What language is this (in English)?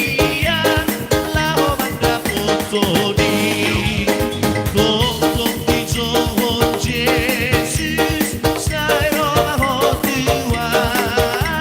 Batak Toba